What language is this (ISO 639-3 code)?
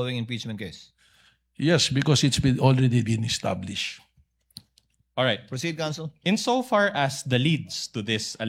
fil